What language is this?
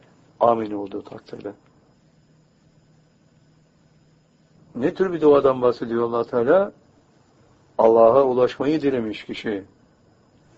Turkish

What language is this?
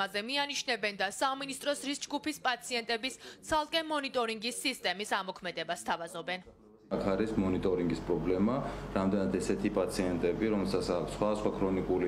Georgian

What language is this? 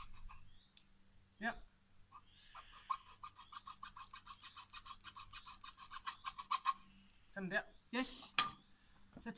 Danish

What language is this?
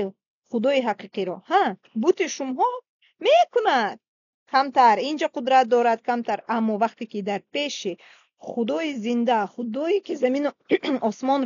Tajik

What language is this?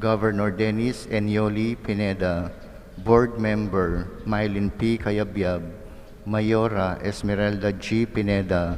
Pampanga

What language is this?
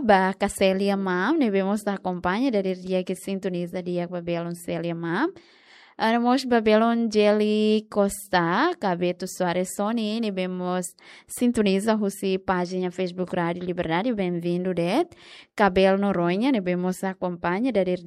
Tetum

